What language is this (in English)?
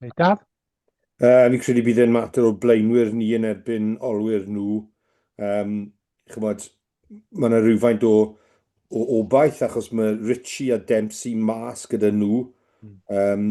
Welsh